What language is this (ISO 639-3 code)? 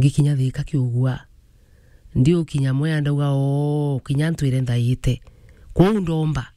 mer